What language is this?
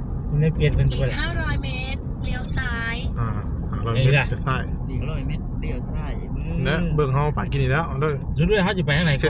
Northeastern Thai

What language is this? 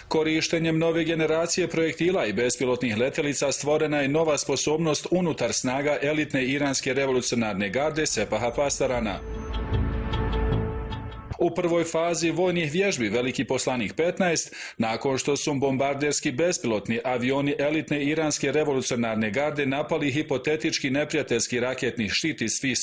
Bosnian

